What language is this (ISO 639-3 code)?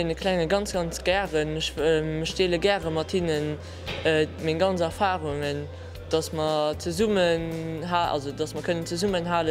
ltz